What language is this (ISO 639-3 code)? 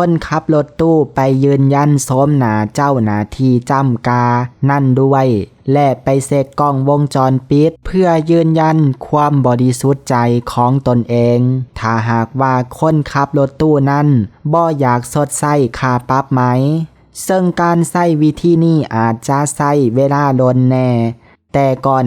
lao